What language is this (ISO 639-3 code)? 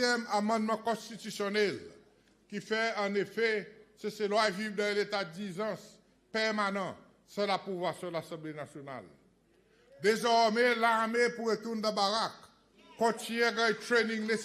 crs